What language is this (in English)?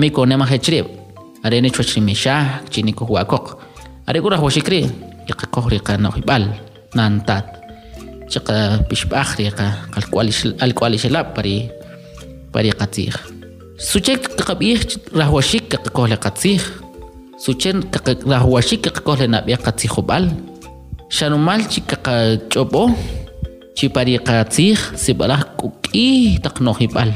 Kʼicheʼ